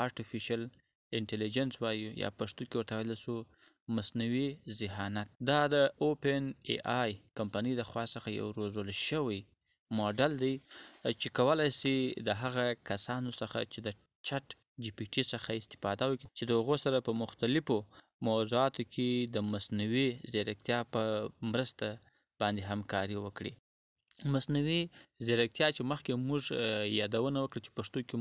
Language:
Pashto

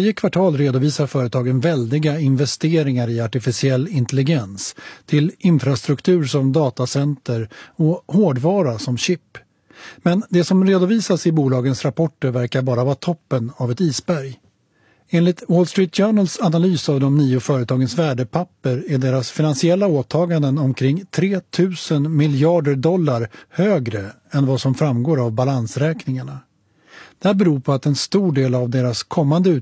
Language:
Swedish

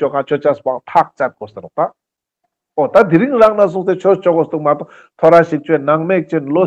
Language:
Ladakhi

